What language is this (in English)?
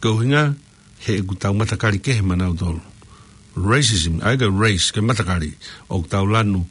Tongan